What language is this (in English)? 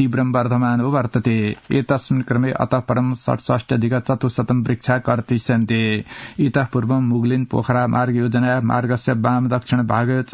Sanskrit